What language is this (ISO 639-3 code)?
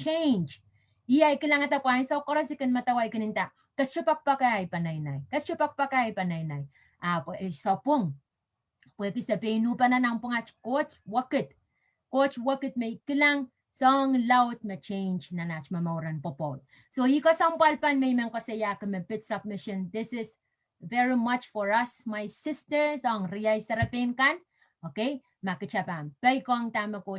pon